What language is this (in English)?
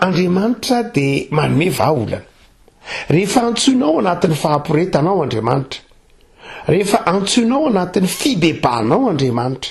Malagasy